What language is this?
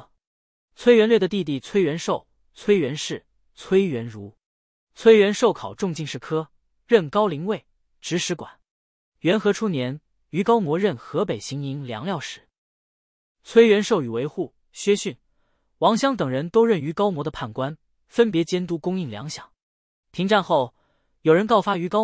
Chinese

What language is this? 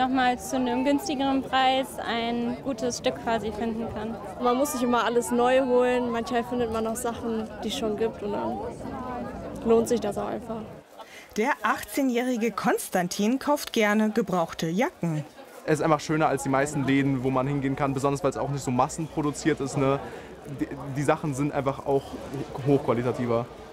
German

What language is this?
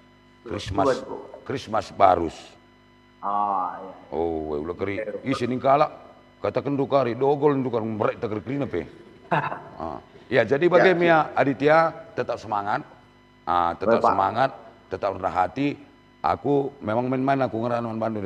Batak Karo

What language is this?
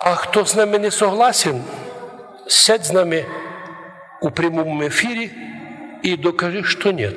Rusyn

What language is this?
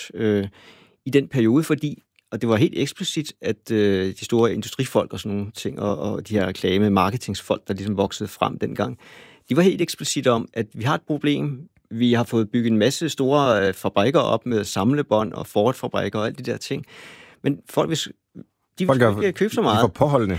Danish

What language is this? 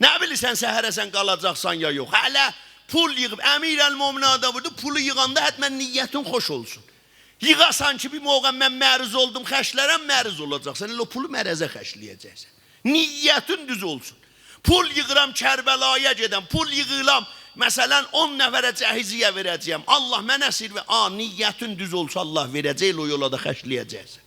South Azerbaijani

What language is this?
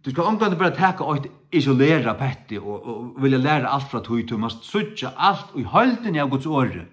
Faroese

